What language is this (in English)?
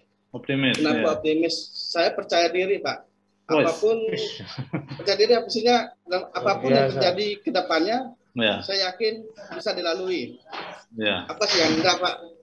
Indonesian